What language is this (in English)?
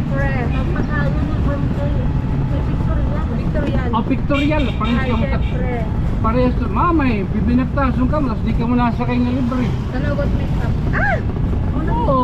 Waray